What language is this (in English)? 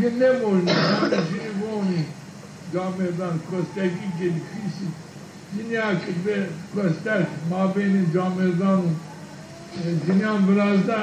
Zaza